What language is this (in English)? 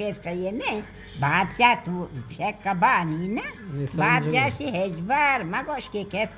Baluchi